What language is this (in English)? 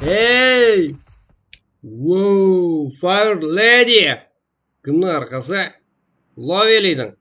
Kara-Kalpak